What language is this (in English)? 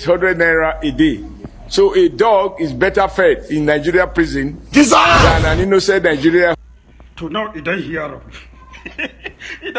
Nigerian Pidgin